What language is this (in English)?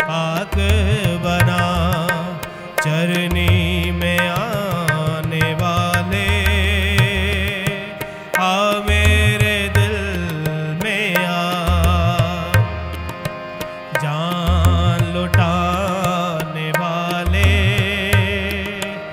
Hindi